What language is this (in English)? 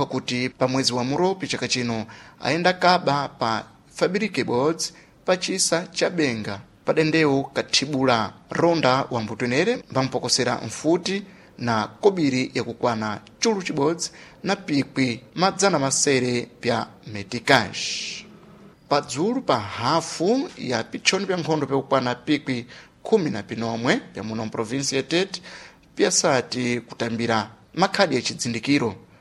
Sena